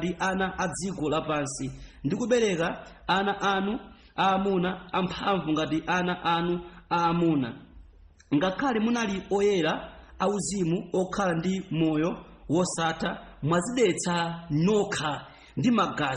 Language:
Nyanja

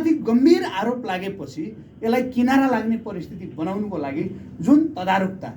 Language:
Nepali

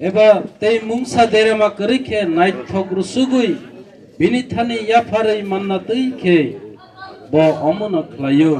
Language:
Kok Borok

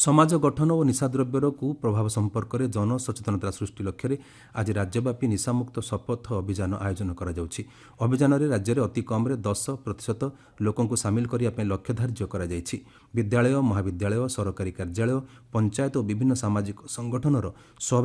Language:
Odia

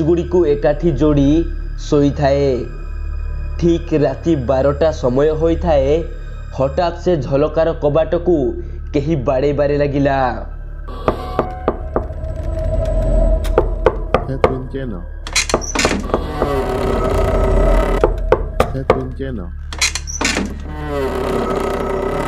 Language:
Odia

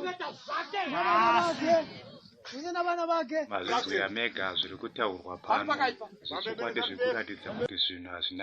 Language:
Shona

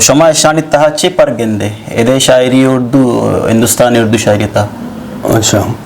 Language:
Eastern Balochi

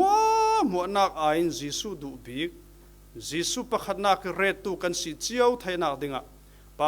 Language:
Falam Chin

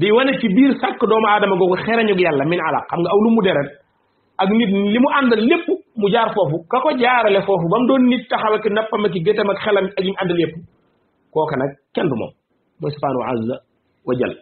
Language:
Wolof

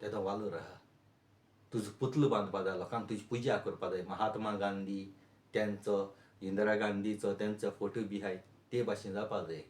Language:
Konkani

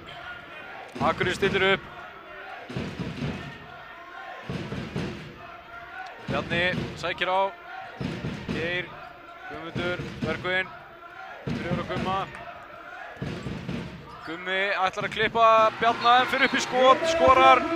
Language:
Icelandic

